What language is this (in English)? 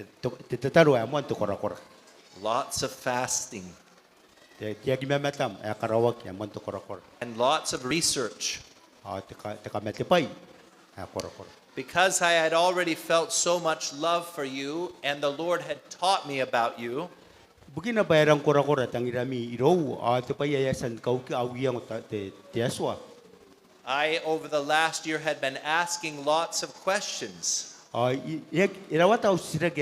Gilbertese